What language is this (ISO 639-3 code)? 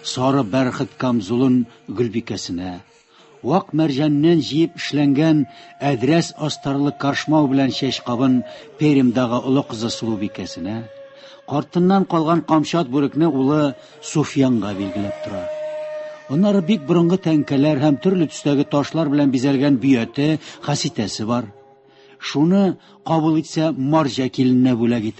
tat